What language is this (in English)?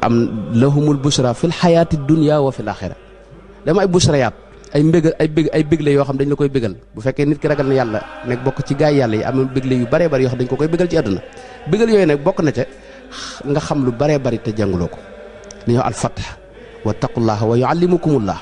Wolof